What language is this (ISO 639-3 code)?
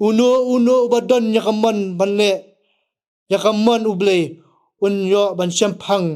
kha